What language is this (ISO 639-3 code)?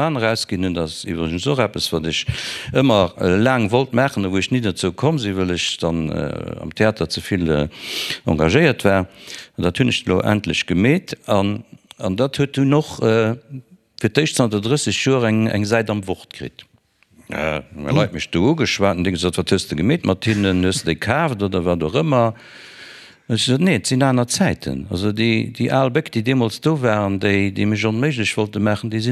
ltz